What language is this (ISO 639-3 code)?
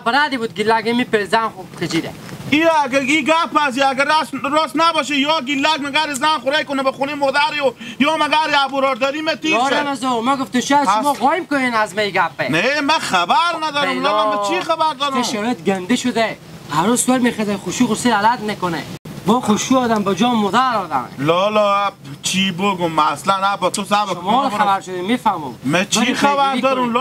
haz